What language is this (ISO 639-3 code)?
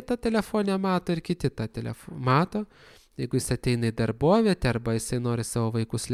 lit